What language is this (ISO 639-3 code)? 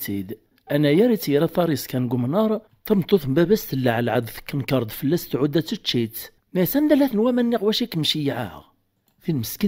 kab